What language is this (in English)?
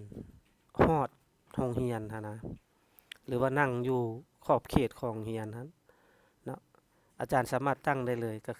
Lao